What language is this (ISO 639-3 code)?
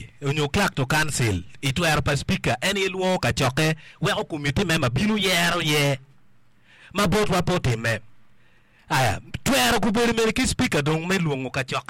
ach